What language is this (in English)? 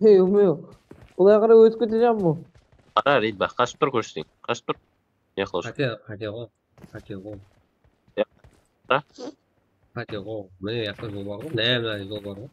Kara-Kalpak